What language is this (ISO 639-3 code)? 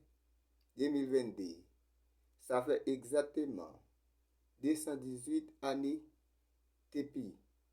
hat